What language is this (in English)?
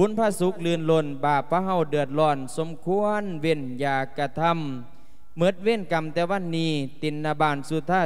Lao